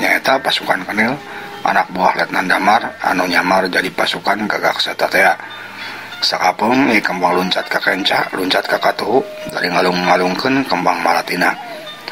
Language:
Sundanese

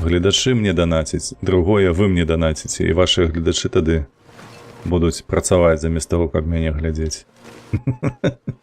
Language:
Belarusian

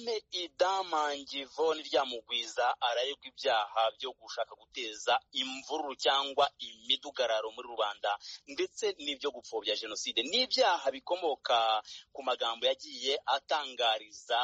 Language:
Kinyarwanda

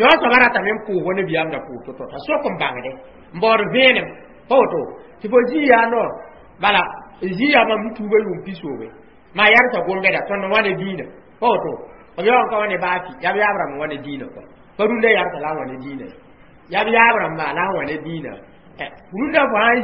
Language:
Mossi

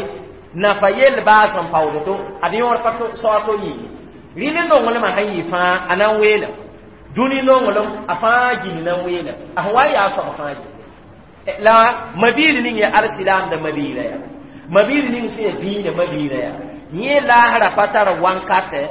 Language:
Mossi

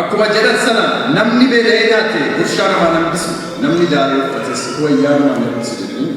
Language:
Oromo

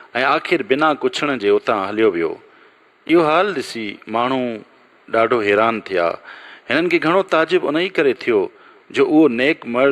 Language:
Sindhi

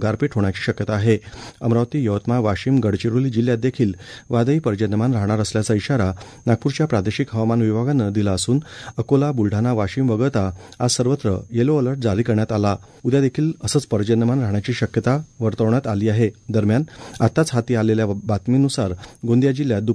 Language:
Marathi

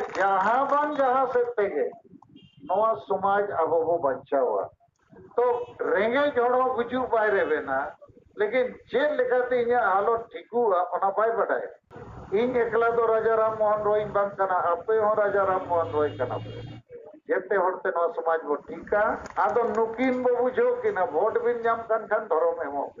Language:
Santali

